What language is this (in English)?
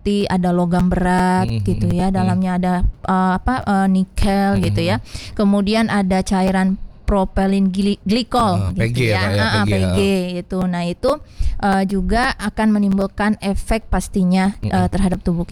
Indonesian